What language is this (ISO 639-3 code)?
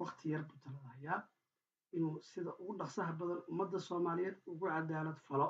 som